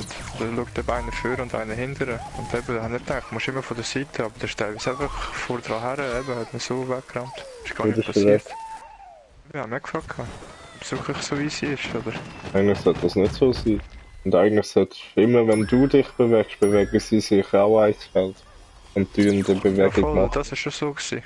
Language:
Swiss German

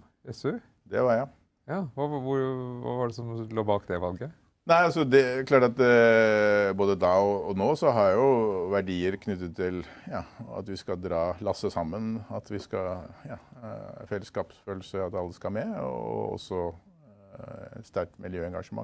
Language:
Norwegian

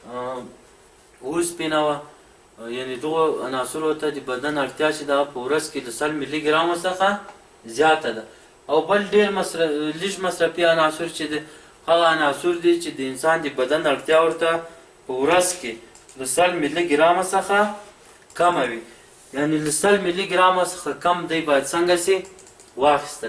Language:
Pashto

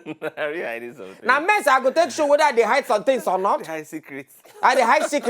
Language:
Nigerian Pidgin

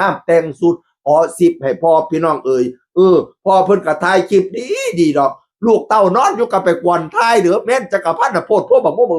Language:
Northeastern Thai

